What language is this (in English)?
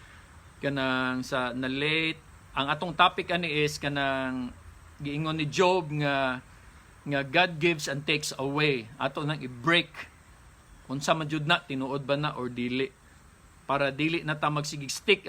Cebuano